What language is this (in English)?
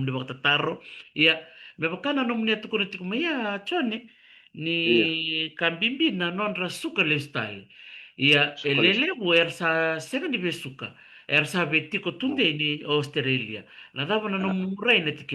Fijian